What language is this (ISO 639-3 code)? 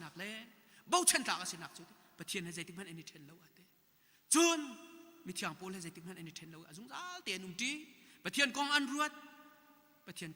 cnh